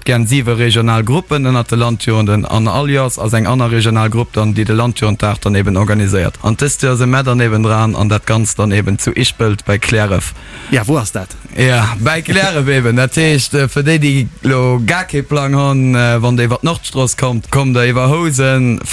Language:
Luxembourgish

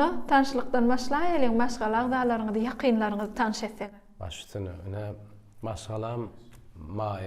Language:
Turkmen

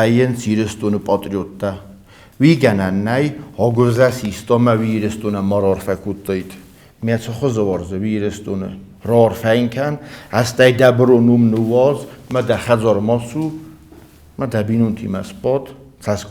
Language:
Ossetic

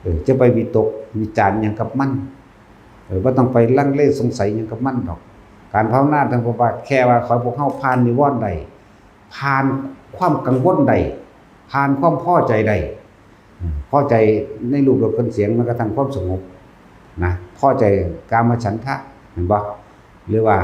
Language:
Northeastern Thai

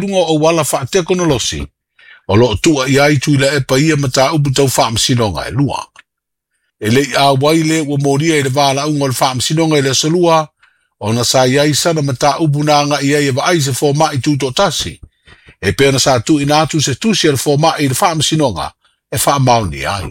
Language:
Samoan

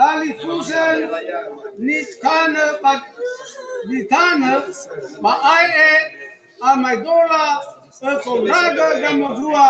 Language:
Nias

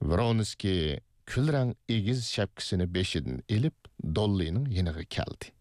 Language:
Uyghur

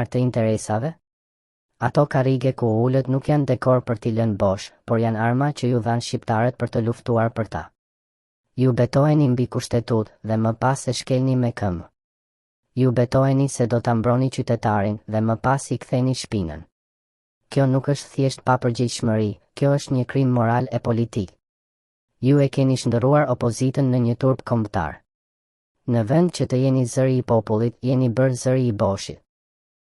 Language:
Albanian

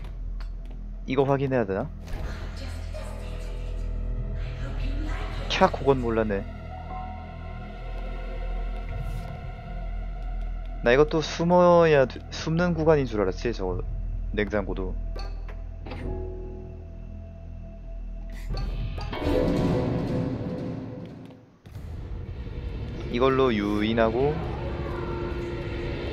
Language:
Korean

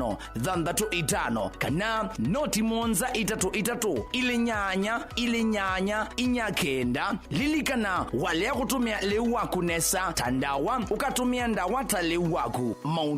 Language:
Kamba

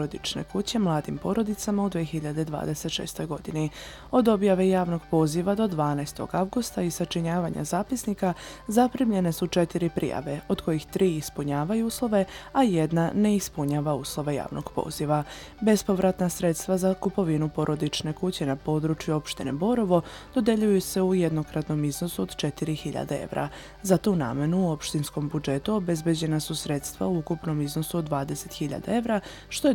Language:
Serbian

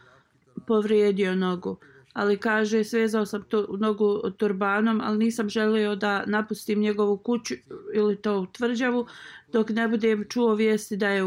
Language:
Bosnian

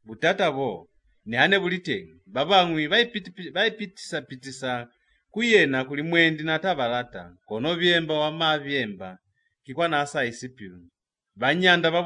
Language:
Lozi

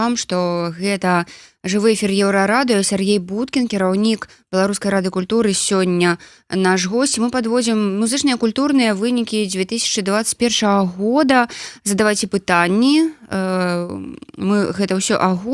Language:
Belarusian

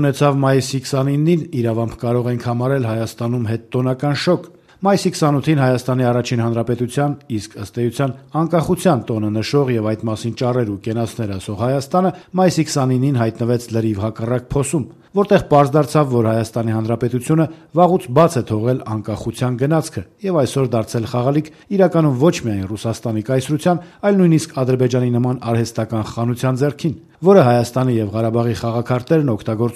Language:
Armenian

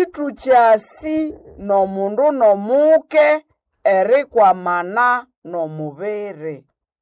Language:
Nande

